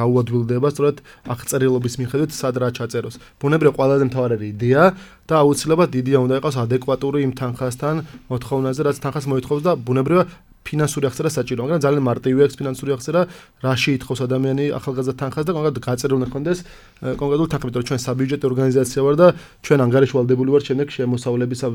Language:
Georgian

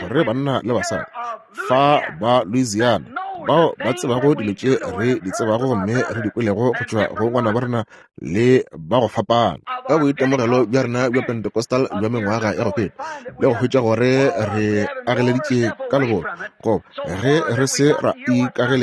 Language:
Northern Sotho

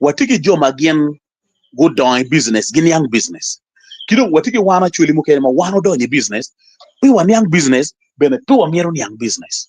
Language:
Acoli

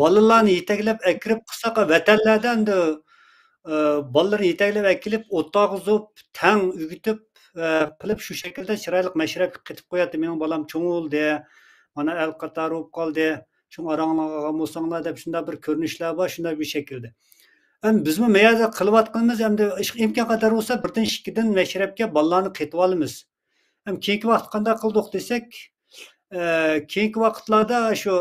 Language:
Uyghur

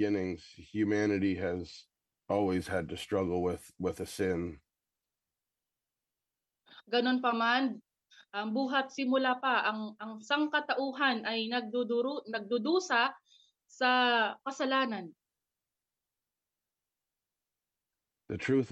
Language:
Filipino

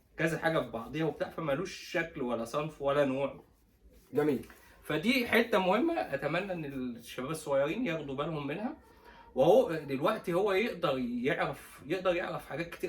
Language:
Egyptian Arabic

